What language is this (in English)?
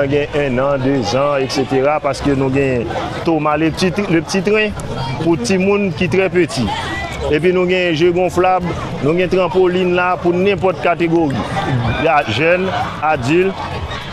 Haitian Creole